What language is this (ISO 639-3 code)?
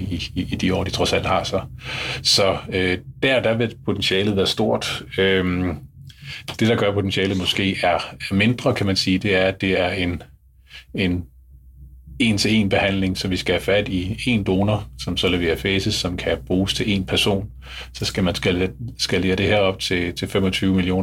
dan